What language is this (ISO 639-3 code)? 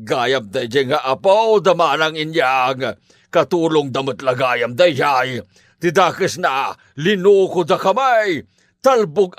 ilo